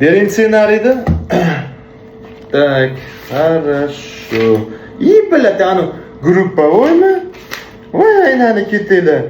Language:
Uzbek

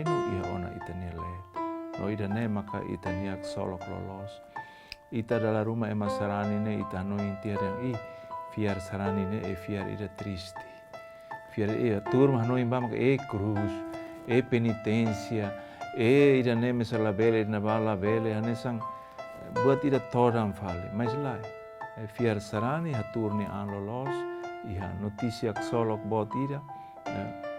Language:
Tetum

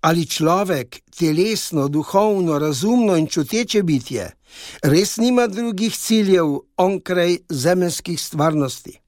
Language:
Slovenian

